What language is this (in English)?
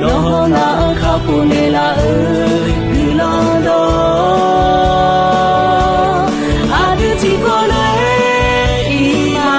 Akha